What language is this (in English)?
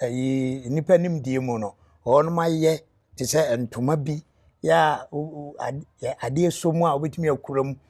Akan